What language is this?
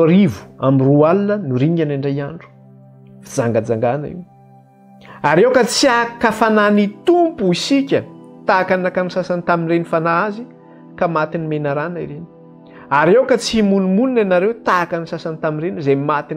Malagasy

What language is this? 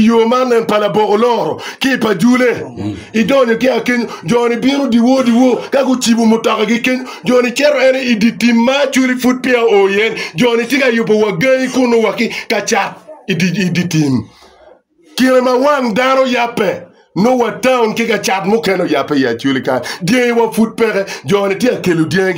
Acoli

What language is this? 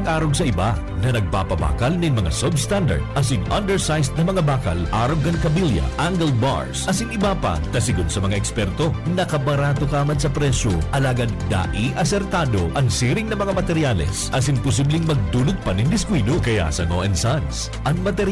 Bikol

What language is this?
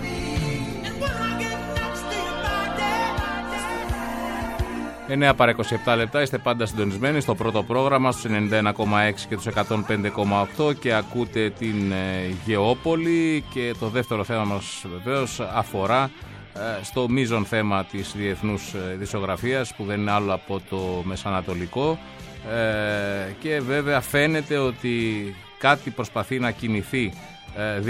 Greek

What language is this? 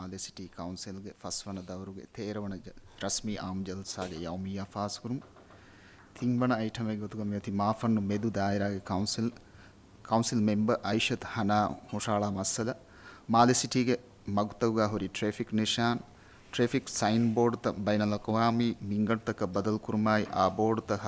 Divehi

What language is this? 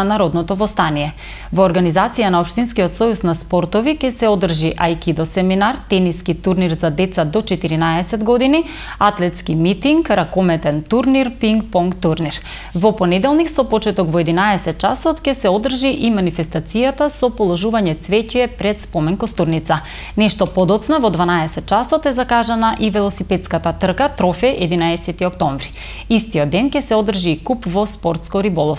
Macedonian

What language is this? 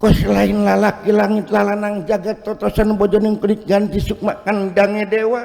Sundanese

